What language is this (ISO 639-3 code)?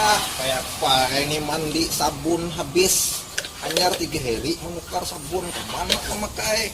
bjn